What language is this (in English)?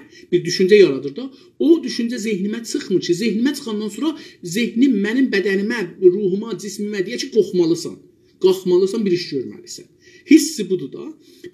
South Azerbaijani